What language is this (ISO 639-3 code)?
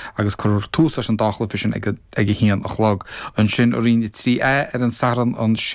gle